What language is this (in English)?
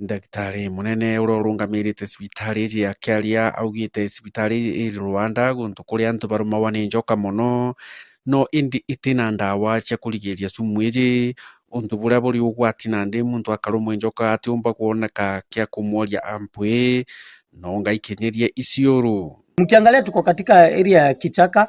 Meru